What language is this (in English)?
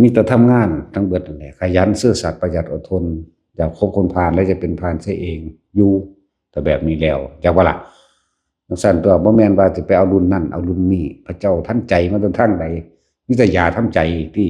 Northeastern Thai